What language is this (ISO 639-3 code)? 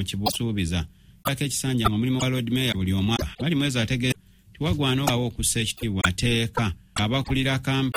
lug